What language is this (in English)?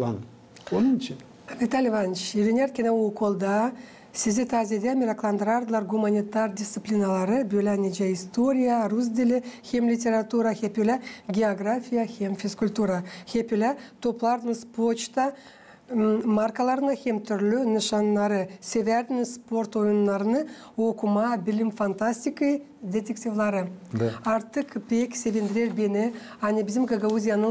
Gagauz